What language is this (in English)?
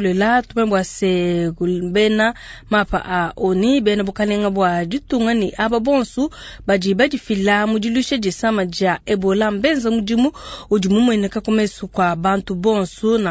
Luba-Lulua